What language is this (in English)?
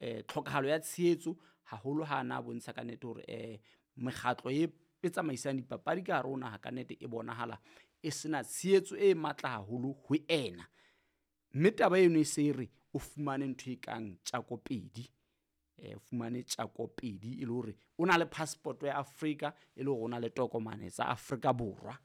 Southern Sotho